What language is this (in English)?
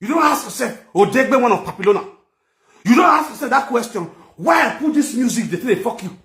Nigerian Pidgin